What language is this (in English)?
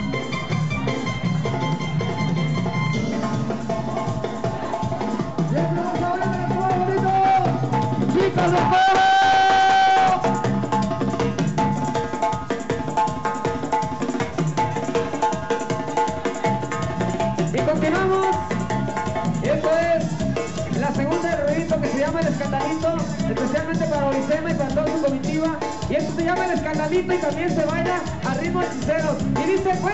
Spanish